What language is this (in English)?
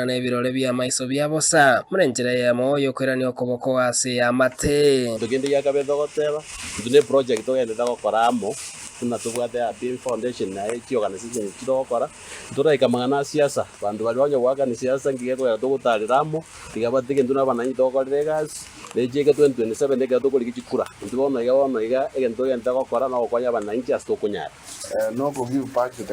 Gusii